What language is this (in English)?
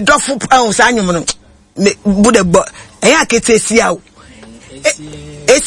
Akan